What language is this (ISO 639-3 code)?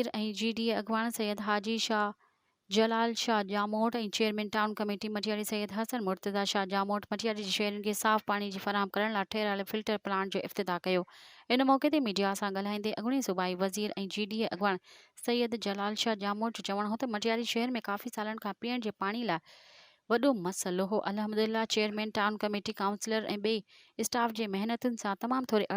snd